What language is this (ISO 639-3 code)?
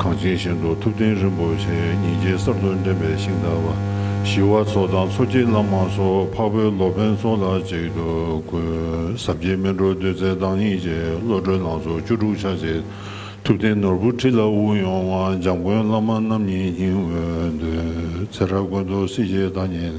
bod